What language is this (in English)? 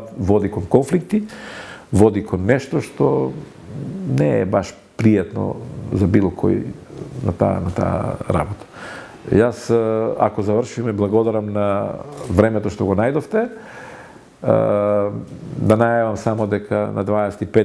Macedonian